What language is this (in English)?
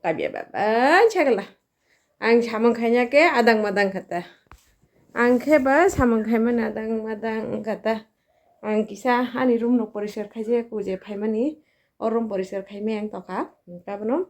Kok Borok